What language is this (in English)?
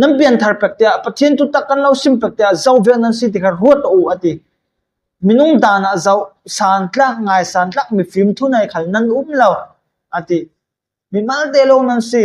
Falam Chin